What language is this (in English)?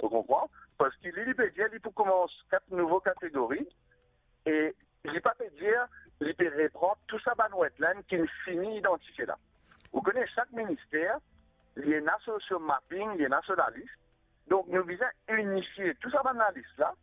Morisyen